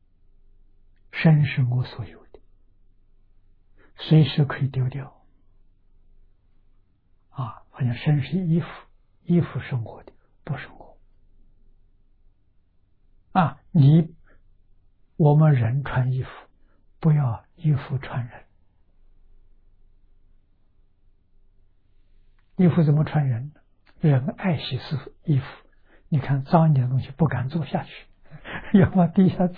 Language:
Chinese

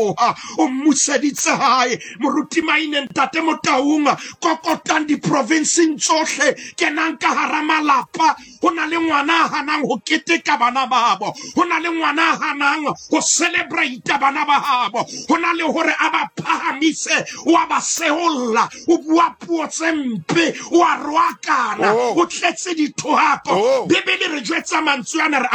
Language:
Southern Sotho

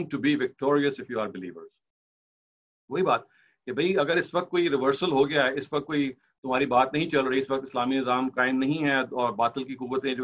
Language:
Urdu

